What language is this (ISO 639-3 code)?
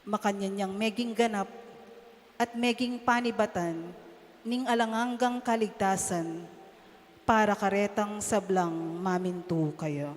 pam